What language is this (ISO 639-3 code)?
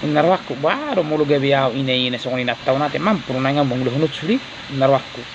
bbc